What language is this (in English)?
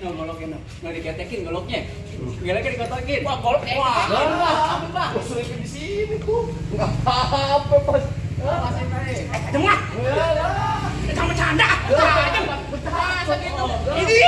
Betawi